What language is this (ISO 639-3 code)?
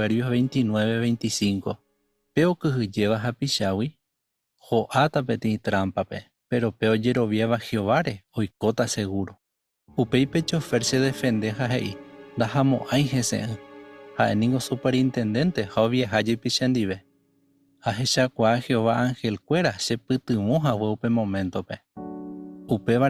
grn